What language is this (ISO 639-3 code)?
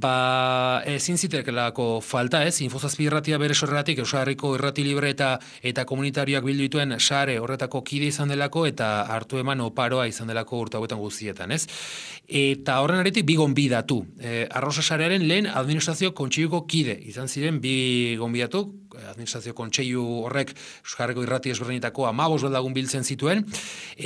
eus